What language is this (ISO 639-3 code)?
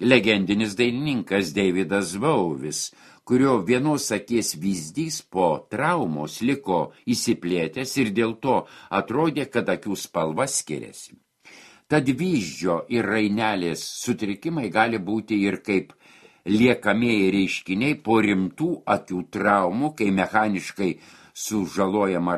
lit